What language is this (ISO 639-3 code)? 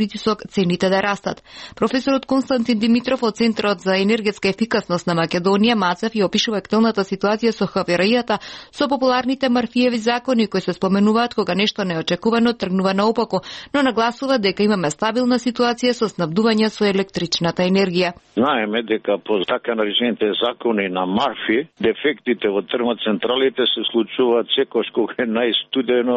mkd